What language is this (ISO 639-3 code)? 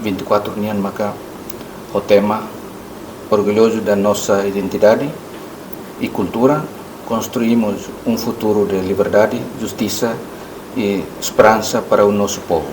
tet